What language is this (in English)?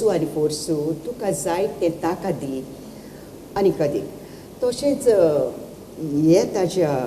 Konkani